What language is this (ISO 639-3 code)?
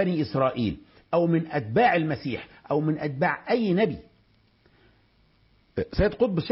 ara